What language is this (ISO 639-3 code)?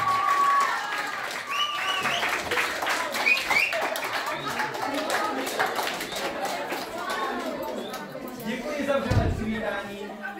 ces